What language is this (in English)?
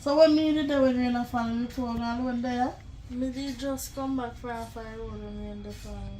Jamaican Creole English